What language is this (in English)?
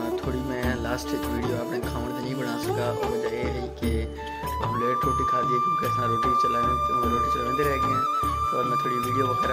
Saraiki